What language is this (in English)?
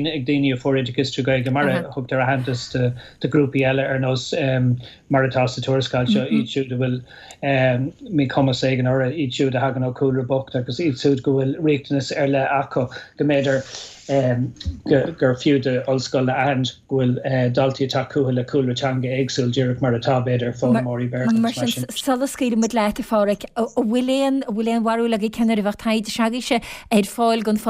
Irish